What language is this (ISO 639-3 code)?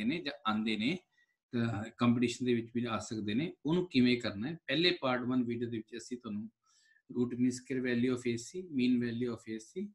pan